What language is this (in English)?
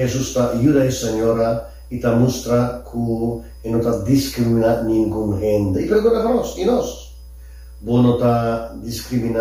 Papiamento